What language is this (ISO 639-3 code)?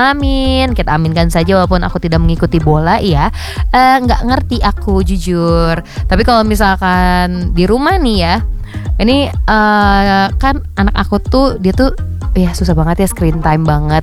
ind